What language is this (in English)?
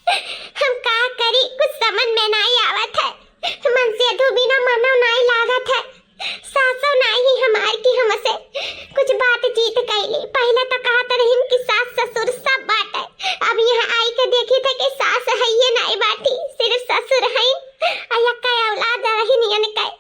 Awadhi